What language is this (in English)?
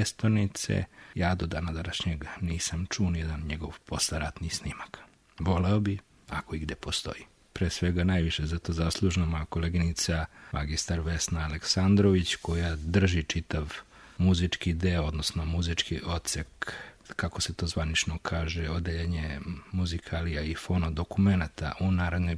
Serbian